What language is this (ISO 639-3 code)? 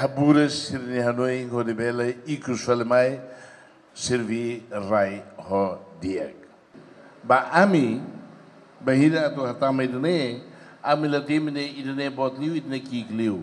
tet